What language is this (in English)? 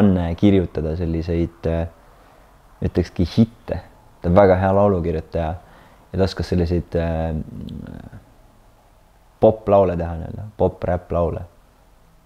Estonian